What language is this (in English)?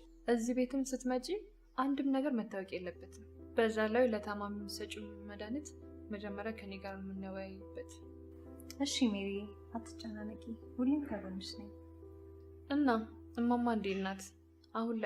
Amharic